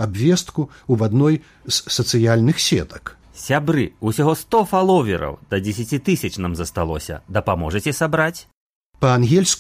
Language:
Belarusian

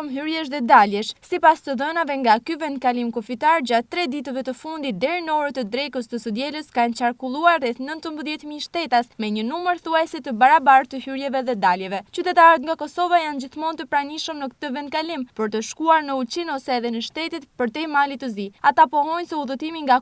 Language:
Albanian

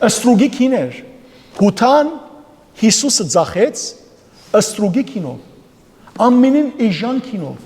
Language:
Western Armenian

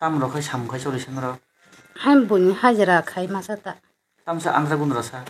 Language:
Kok Borok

